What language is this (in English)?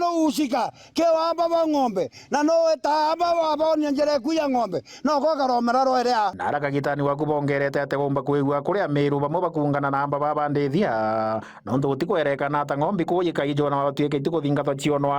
Meru